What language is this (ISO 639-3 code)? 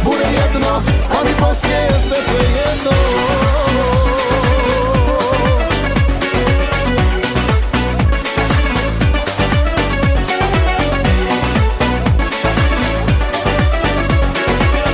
hrv